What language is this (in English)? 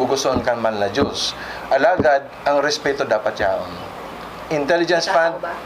Bikol